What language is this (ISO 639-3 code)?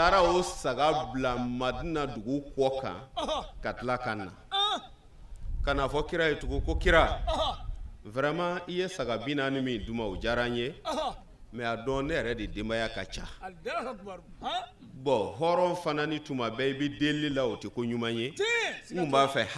bam